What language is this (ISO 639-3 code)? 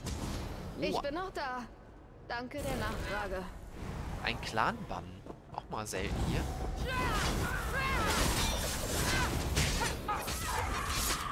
deu